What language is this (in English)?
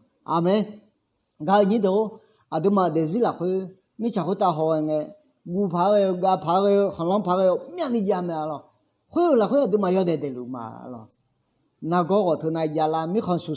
Akha